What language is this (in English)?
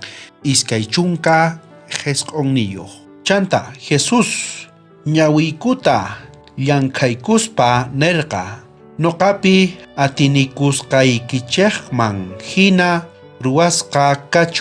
South Bolivian Quechua